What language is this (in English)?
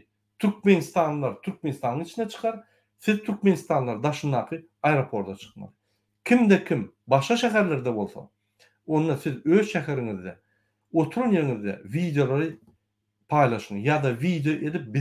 Turkmen